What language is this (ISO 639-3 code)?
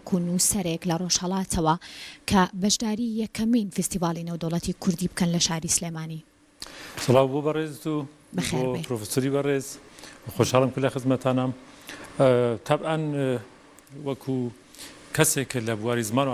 ckb